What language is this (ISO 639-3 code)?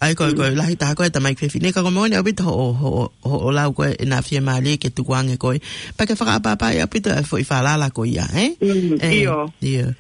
ton